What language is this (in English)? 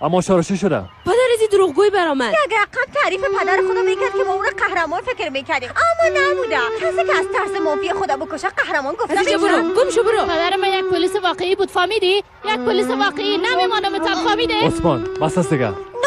Persian